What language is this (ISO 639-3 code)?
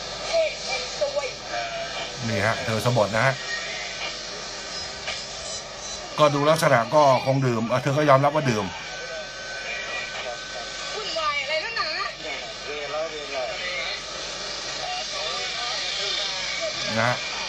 tha